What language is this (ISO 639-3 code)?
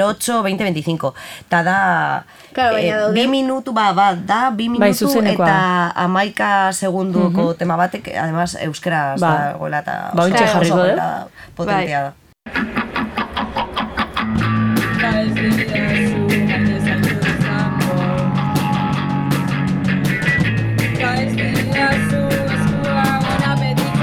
eus